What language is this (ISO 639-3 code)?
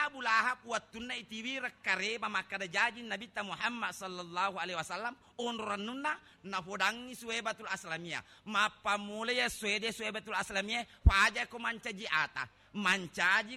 bug